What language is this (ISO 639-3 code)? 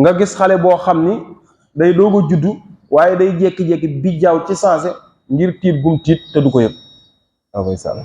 wol